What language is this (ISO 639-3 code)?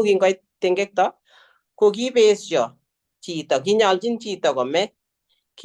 kln